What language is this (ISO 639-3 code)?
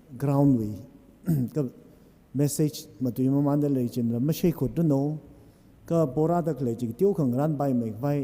nmf